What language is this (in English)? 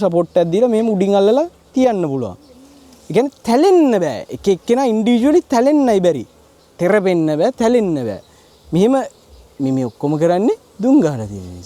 Sinhala